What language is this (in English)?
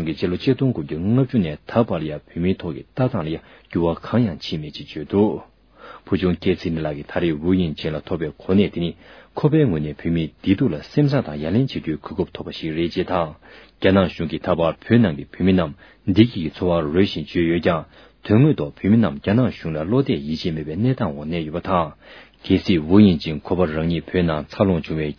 Tibetan